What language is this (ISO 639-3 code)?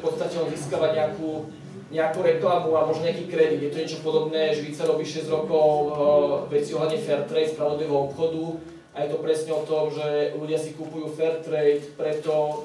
slk